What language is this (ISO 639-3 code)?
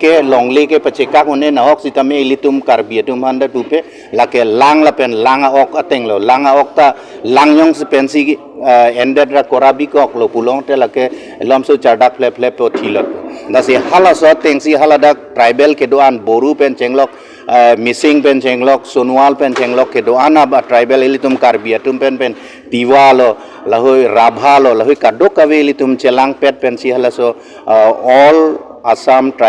mjw